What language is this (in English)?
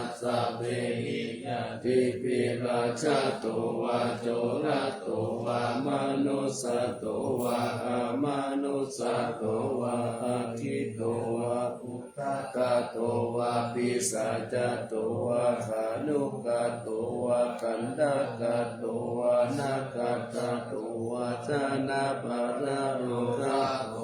Pali